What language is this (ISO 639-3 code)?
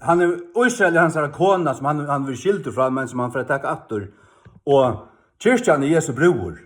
fao